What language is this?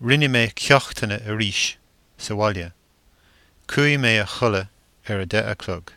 Irish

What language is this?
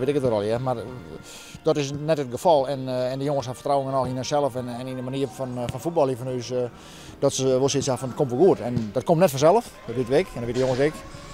Western Frisian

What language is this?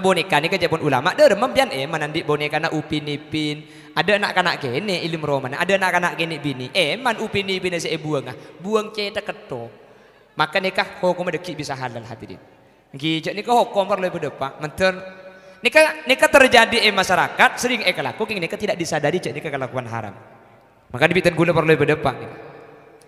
Madurese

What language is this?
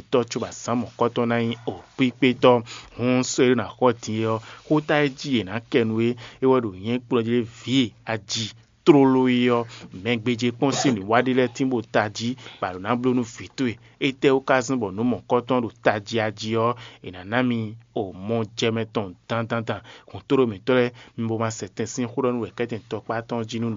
Fon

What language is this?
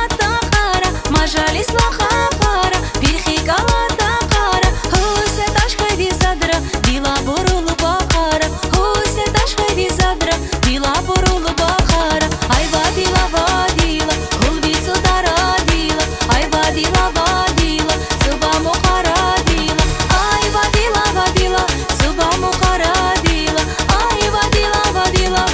Tabassaran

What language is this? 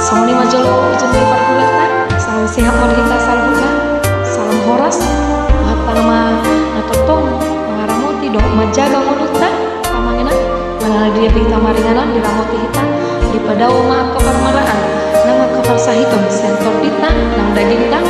Batak Toba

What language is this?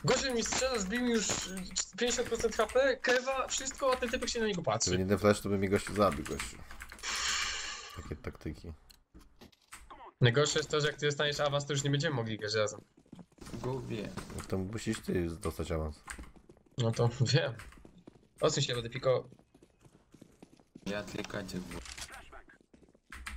Polish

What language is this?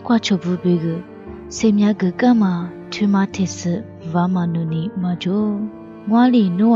Lisu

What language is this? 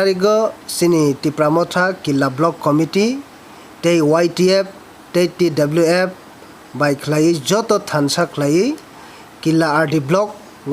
Kok Borok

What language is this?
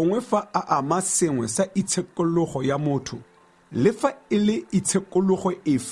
Tswana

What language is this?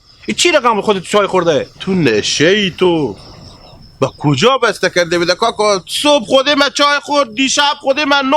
Hazaragi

